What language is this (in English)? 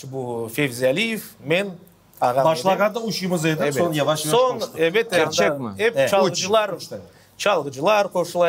Crimean Tatar